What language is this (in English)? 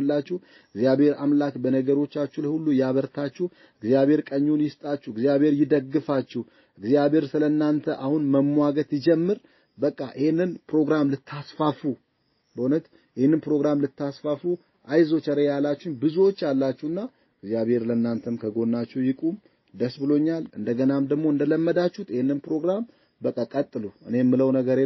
Amharic